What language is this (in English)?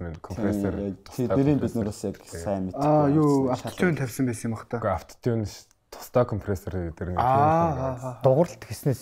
Mongolian